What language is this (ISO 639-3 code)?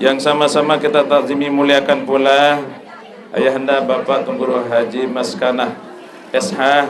sas